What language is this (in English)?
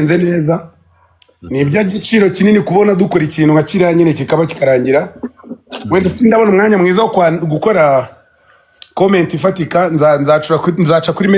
Kinyarwanda